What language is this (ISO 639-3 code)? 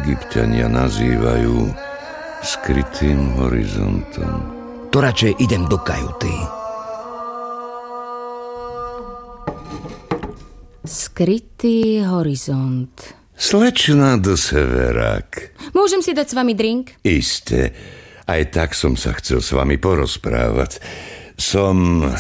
slk